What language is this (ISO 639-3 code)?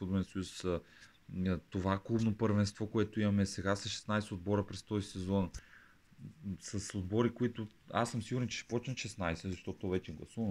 bul